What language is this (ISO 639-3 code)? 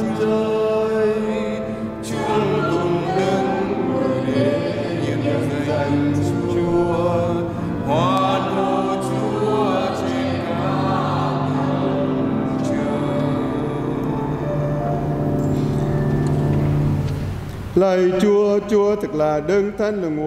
vie